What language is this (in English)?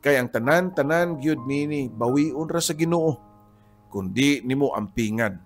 Cebuano